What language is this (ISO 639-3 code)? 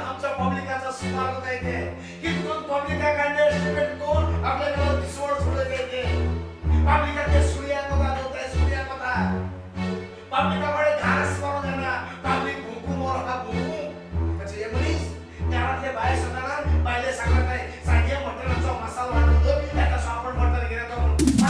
kok